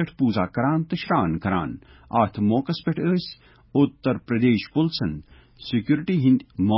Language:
Kashmiri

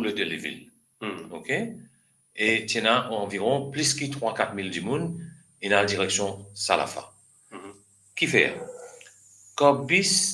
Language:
Morisyen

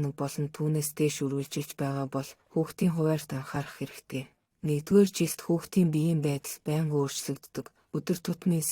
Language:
Mongolian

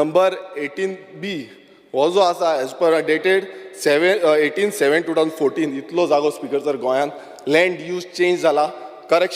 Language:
Konkani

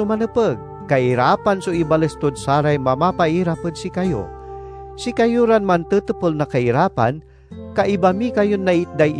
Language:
Pangasinan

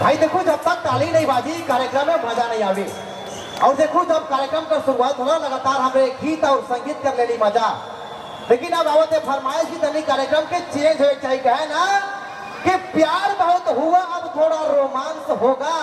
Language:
Sadri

